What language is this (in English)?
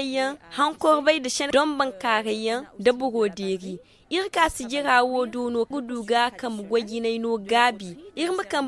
Zarma